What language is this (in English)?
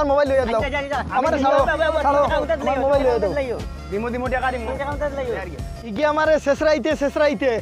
Sylheti